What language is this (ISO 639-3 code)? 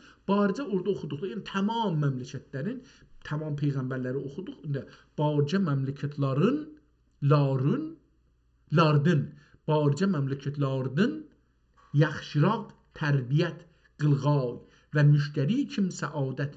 azb